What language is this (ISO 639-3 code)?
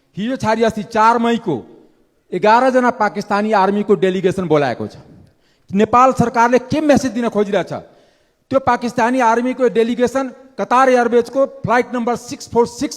nep